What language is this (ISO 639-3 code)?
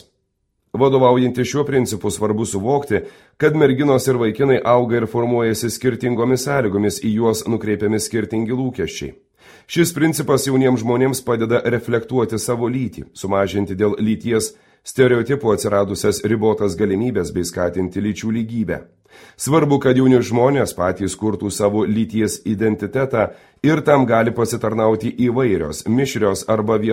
lit